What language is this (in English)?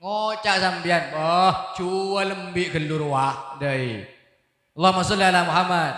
Madurese